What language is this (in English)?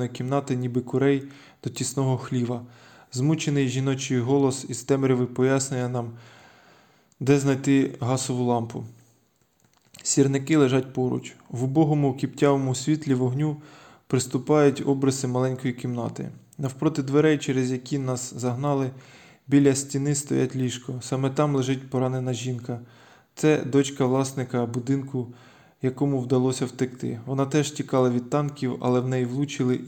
Ukrainian